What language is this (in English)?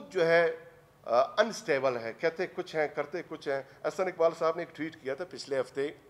Urdu